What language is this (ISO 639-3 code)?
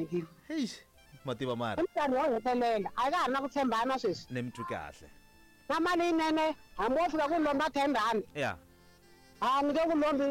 tso